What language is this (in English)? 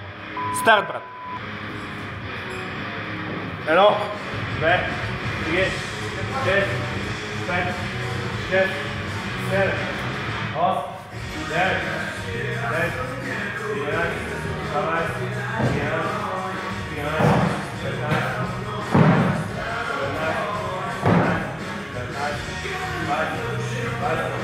Bulgarian